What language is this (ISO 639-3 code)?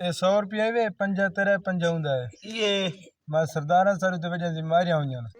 skr